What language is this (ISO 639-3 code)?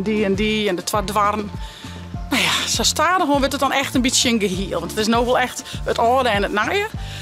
fry